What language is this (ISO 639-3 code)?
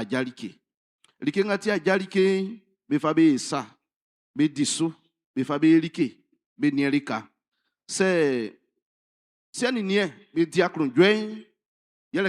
bci